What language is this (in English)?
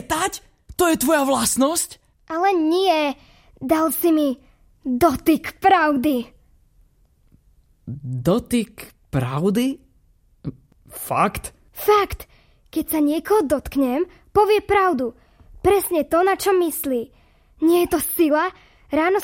Slovak